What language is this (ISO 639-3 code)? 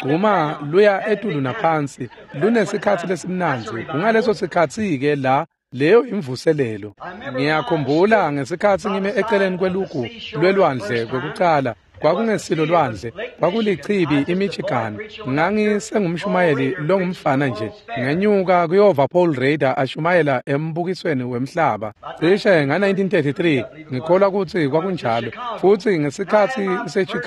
ssw